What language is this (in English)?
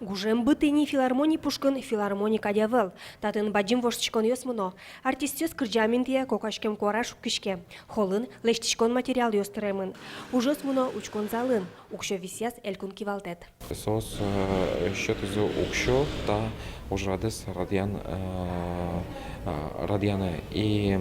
Udmurt